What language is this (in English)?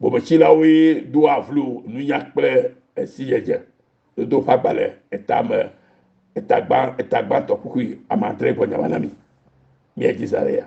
Ewe